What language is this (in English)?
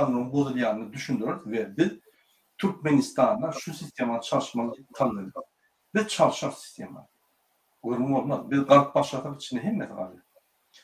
Turkmen